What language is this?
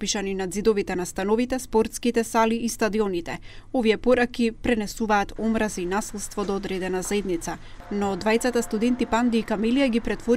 Macedonian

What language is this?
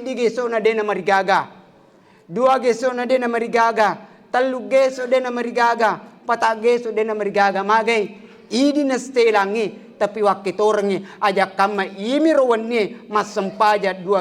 Buginese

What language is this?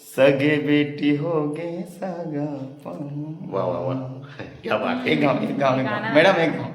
Chhattisgarhi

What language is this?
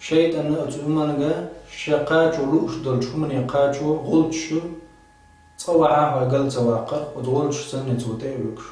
Chechen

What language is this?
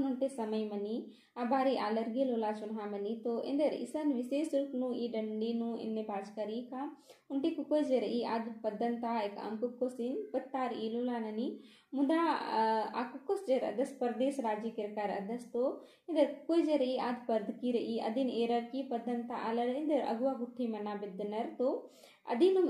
Kurukh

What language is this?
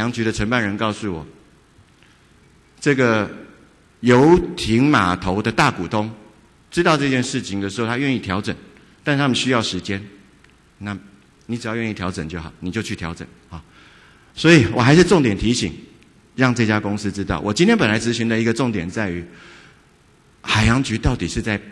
Chinese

